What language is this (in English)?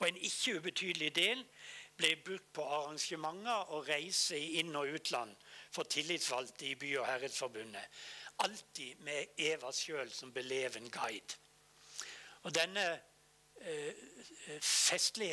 Norwegian